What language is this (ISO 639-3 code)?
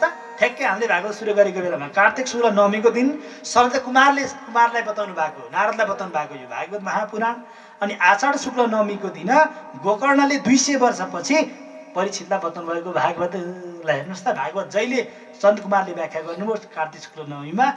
nep